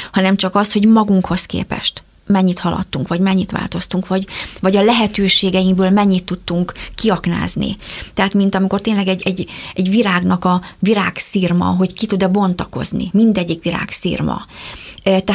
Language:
Hungarian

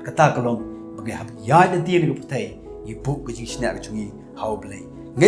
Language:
Khasi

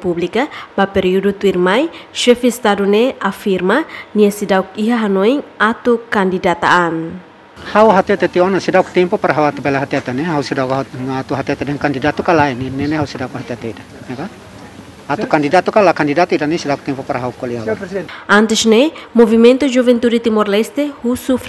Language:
Tetum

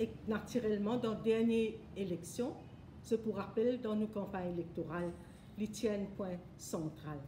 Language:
Morisyen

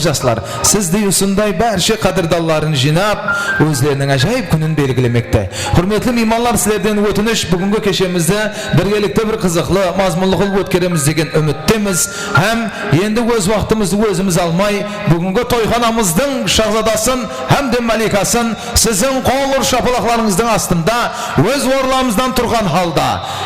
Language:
Kara-Kalpak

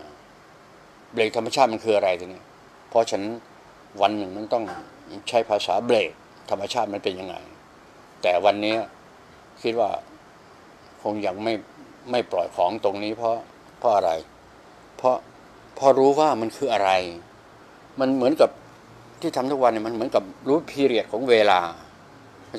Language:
Thai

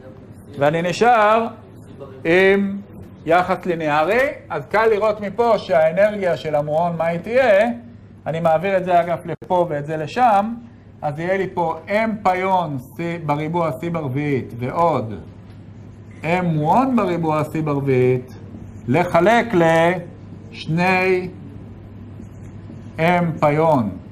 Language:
Hebrew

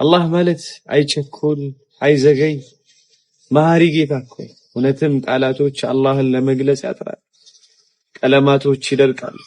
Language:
Amharic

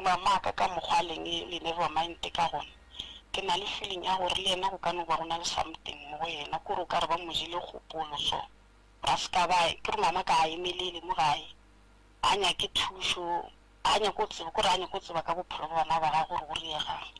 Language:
Northern Sotho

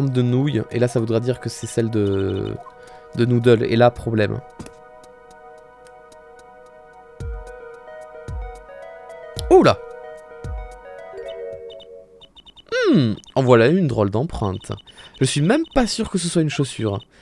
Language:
French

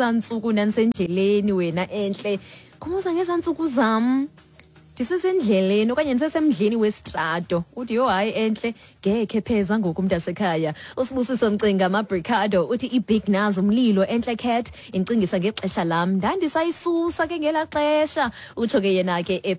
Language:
Xhosa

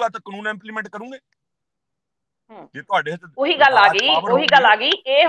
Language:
Punjabi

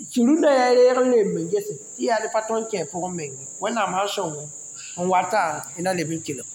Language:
Mossi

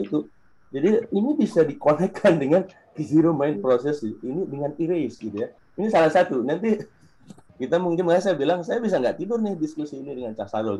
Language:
Indonesian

